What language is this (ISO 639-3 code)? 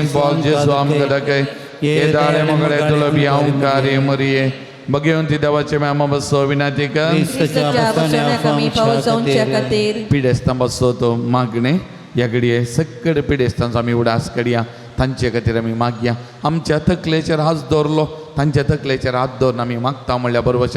kok